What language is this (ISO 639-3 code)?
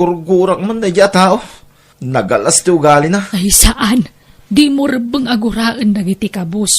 ilo